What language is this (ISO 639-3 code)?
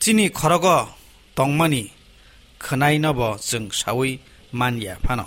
trp